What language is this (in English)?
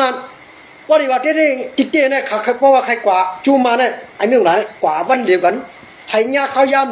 Shan